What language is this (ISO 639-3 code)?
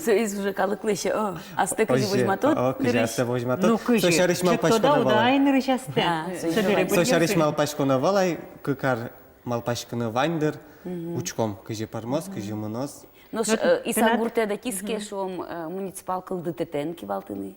udm